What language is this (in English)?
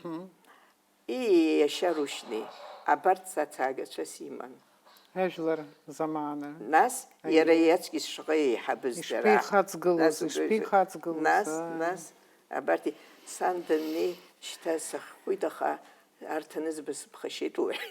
Abkhazian